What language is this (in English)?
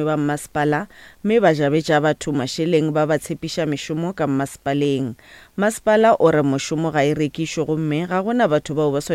Northern Sotho